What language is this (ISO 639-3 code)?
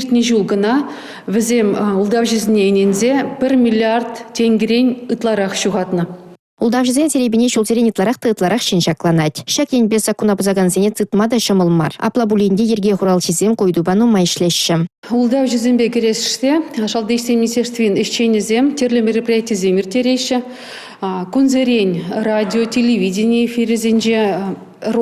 chv